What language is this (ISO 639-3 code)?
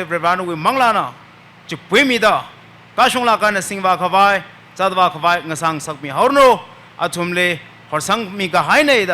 nmf